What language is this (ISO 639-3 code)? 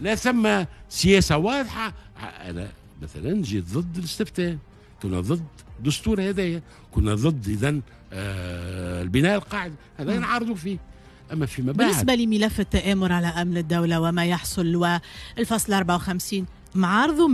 aeb